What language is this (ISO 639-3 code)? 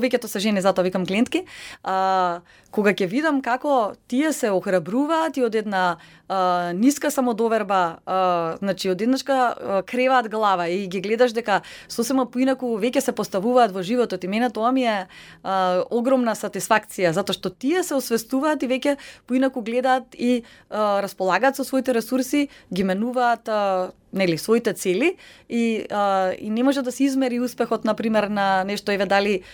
mkd